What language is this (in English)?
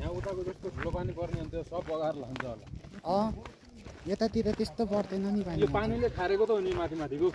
Nepali